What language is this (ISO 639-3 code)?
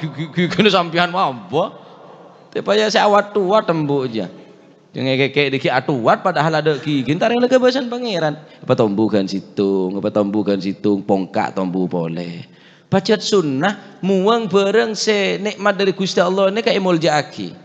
mad